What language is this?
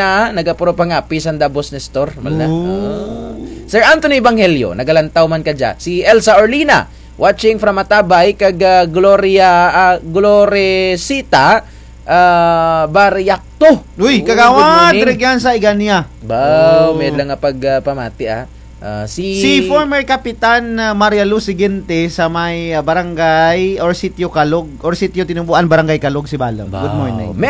Kinaray-a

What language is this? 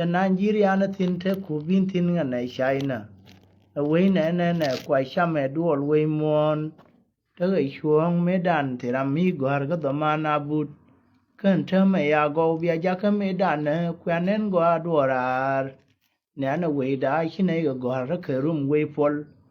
Nuer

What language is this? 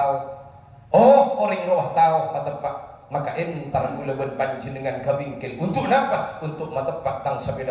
Madurese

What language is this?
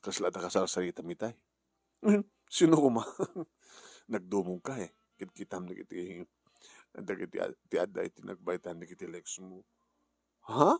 Iloko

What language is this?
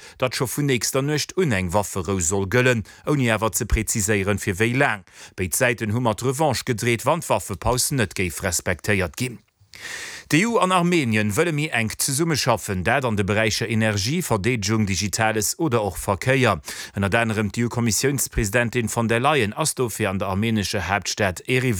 Luxembourgish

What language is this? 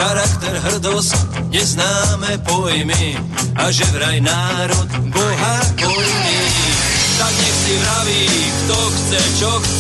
Slovak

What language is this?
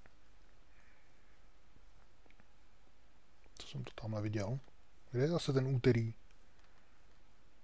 Czech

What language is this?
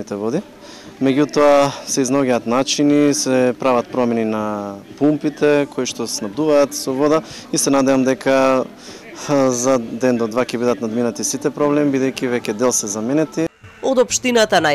Macedonian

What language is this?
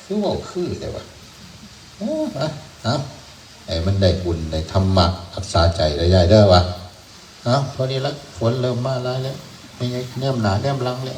Northeastern Thai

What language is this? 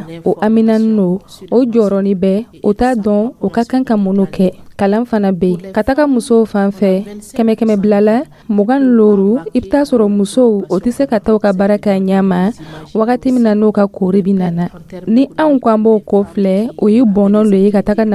Dyula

